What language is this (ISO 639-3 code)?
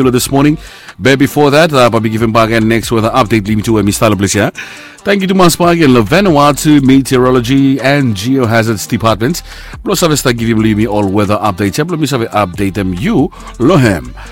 bis